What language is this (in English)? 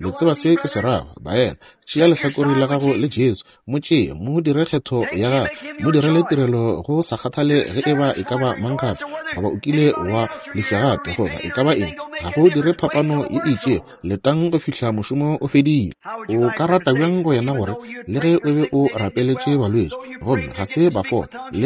Northern Sotho